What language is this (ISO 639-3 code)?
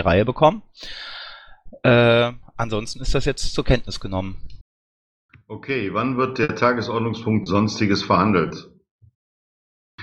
deu